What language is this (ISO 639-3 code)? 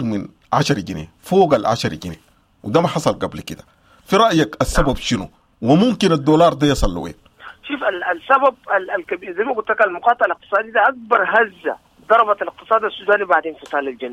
apd